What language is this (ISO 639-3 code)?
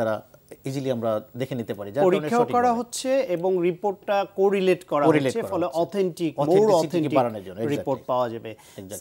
ben